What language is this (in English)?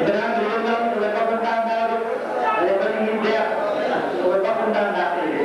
Yakut